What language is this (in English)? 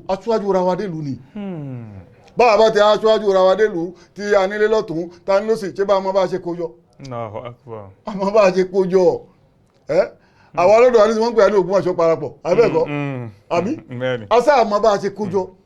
Yoruba